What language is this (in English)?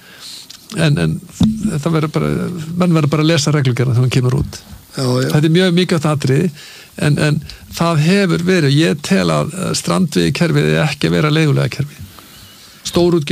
Icelandic